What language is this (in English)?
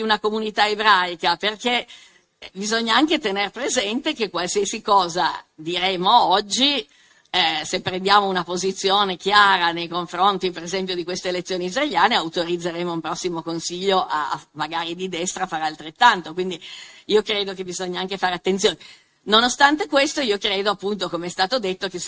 Italian